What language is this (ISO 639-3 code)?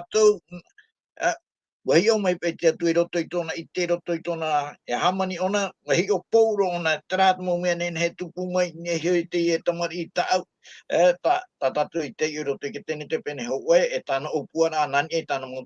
tah